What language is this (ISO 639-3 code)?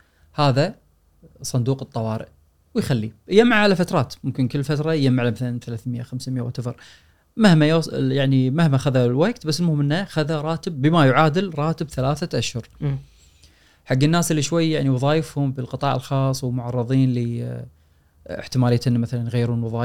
afb